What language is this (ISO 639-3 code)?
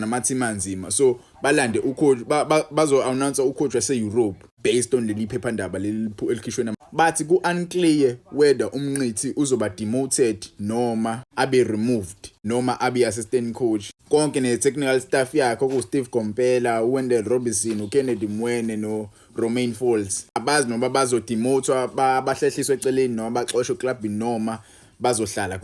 zul